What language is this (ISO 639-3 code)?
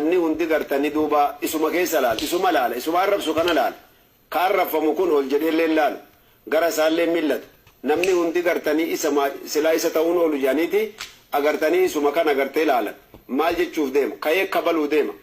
orm